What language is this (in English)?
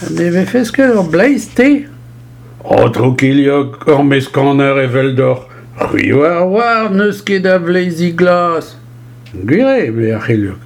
Breton